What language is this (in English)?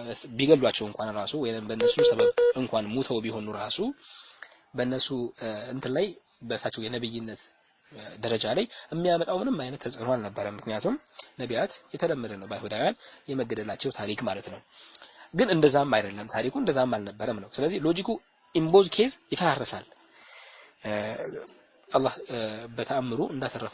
Amharic